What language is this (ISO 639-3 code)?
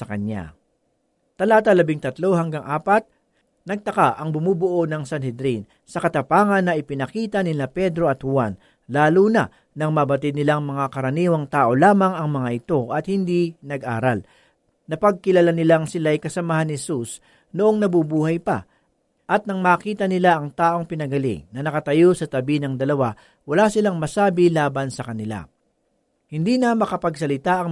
fil